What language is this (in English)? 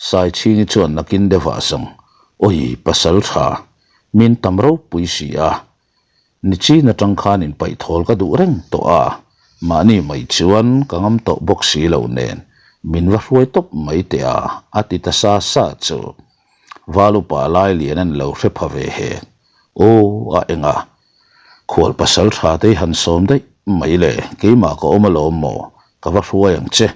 Mizo